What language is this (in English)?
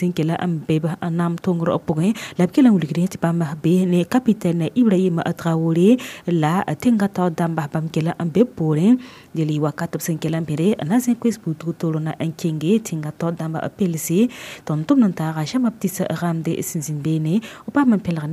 Mossi